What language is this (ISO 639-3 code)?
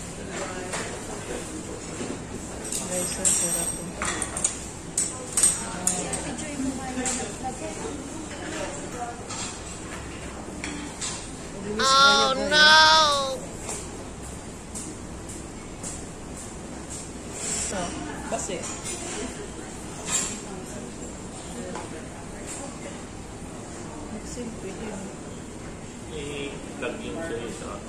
fil